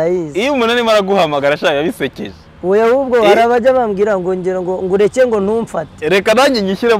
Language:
Kinyarwanda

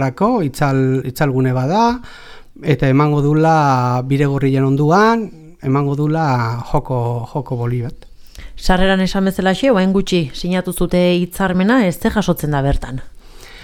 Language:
Basque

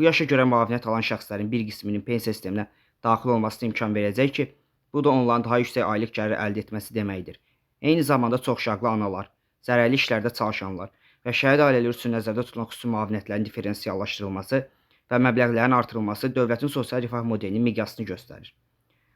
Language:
Azerbaijani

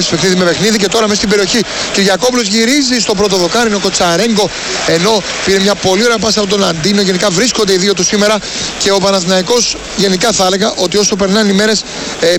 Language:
Greek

